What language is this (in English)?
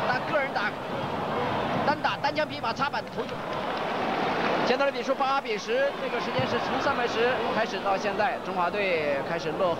Chinese